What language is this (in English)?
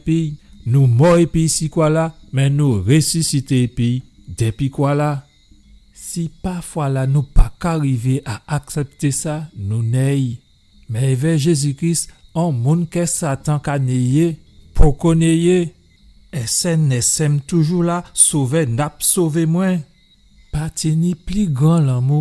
Guadeloupean Creole French